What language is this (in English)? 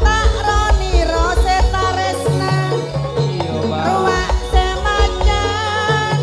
Madurese